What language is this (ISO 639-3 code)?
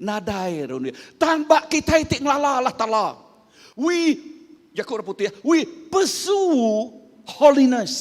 iba